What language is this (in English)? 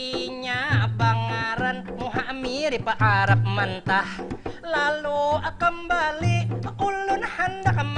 Banjar